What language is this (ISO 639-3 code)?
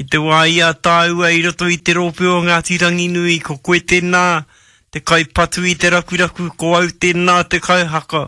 mri